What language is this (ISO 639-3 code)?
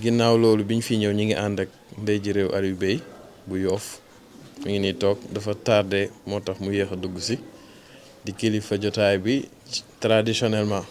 wol